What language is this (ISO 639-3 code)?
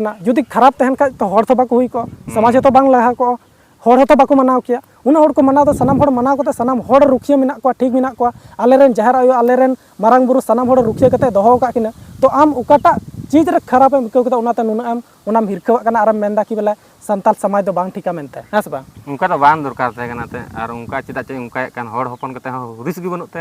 sat